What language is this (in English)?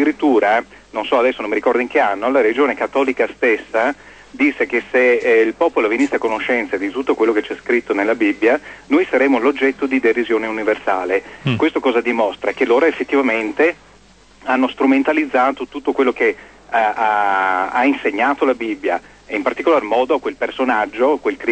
Italian